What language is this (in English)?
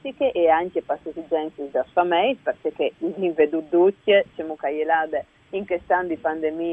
Friulian